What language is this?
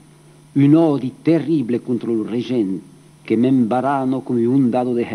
Occitan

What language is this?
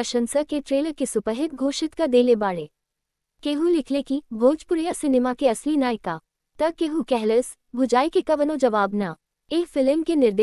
Bhojpuri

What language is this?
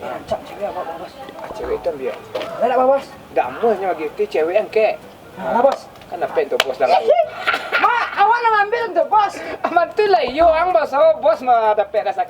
Minangkabau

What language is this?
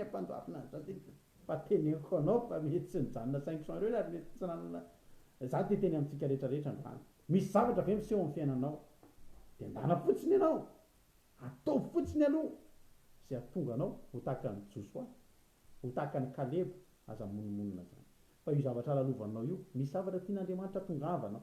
Malagasy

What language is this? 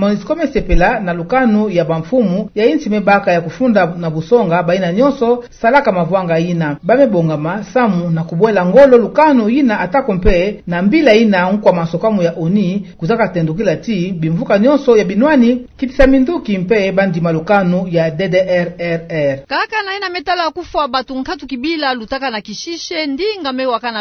Kituba (Democratic Republic of Congo)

